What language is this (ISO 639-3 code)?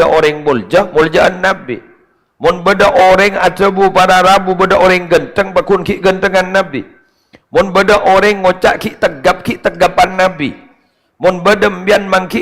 mad